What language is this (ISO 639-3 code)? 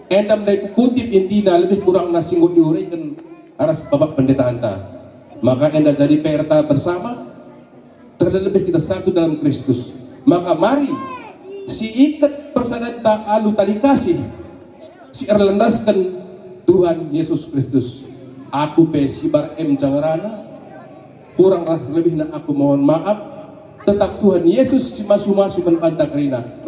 btx